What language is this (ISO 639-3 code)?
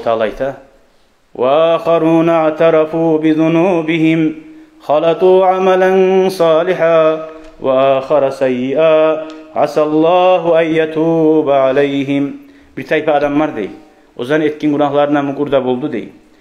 kum